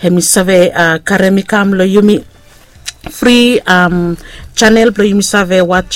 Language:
Bislama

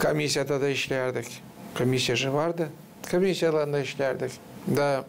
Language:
Gagauz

